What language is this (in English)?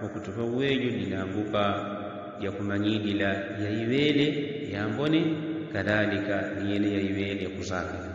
Yao